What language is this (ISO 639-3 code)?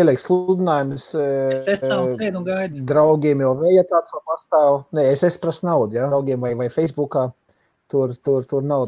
lav